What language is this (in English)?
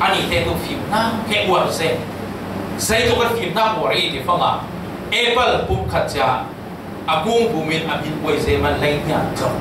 Falam Chin